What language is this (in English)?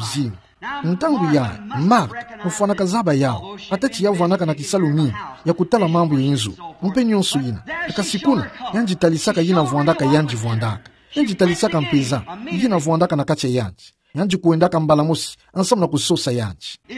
Kituba (Democratic Republic of Congo)